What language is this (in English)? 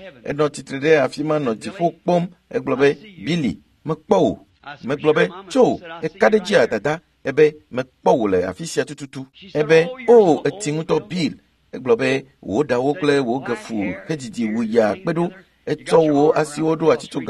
Ewe